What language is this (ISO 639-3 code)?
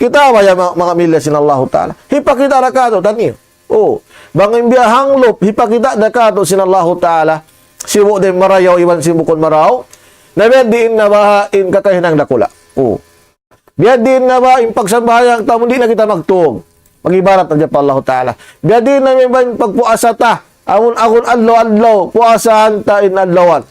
tsg